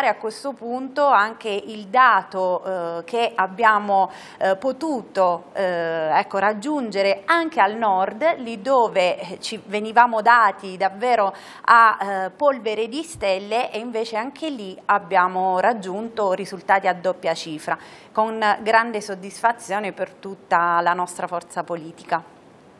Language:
Italian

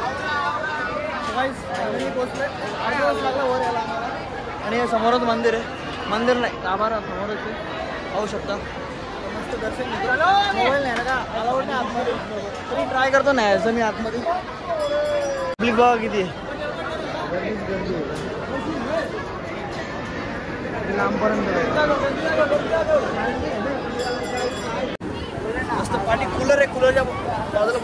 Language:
Marathi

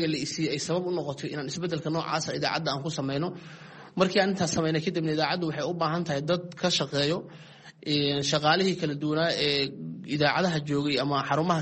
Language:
Somali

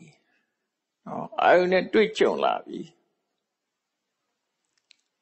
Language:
Burmese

